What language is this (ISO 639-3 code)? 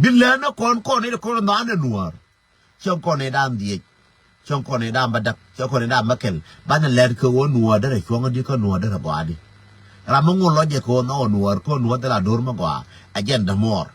nus